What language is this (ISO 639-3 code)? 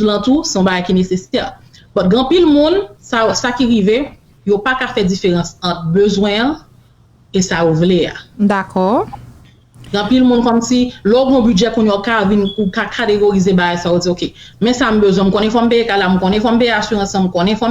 hat